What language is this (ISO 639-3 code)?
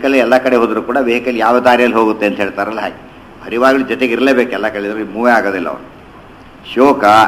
kan